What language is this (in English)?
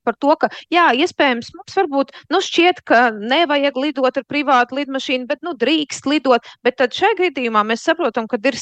Latvian